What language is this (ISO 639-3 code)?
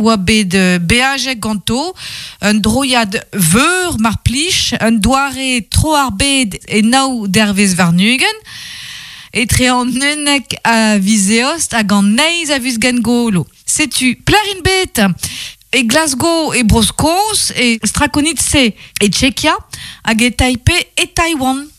bre